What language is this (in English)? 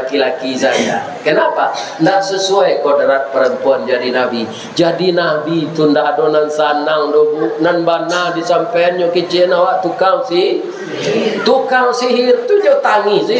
Minangkabau